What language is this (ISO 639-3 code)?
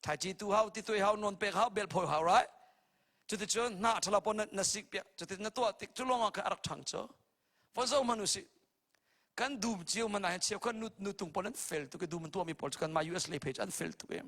cnh